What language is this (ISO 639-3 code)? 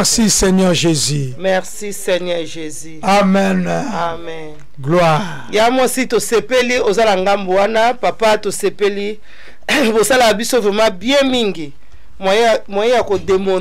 lin